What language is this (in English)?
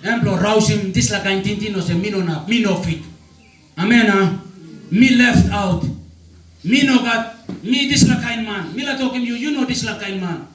Tok Pisin